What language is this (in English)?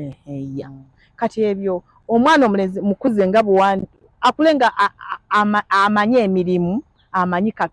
Ganda